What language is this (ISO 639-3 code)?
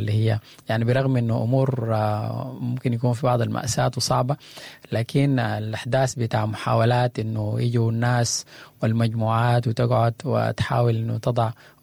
apd